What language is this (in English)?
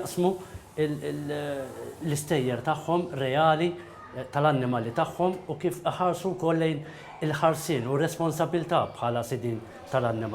Maltese